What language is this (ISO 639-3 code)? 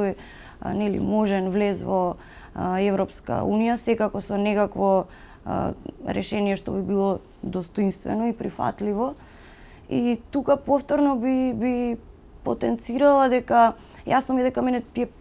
mkd